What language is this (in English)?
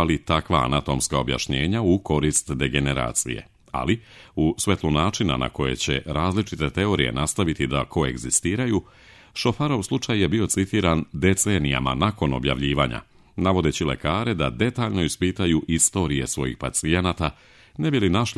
Serbian